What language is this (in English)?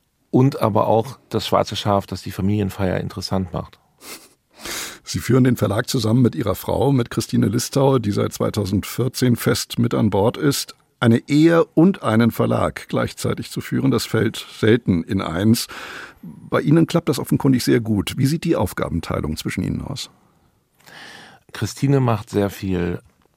German